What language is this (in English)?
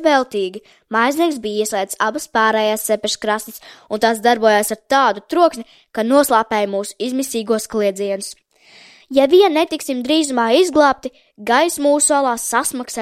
Latvian